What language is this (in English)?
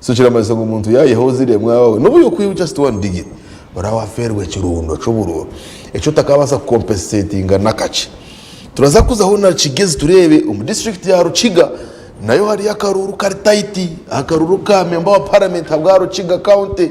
Nyankole